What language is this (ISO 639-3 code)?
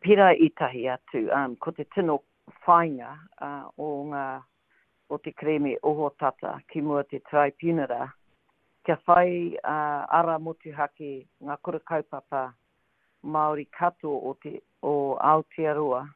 mri